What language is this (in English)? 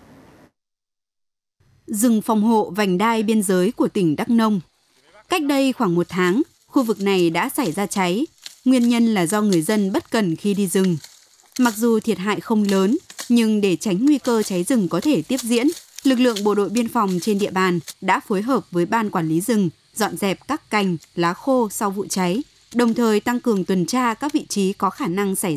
Vietnamese